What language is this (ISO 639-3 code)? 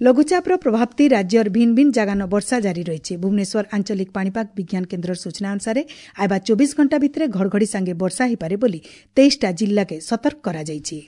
ori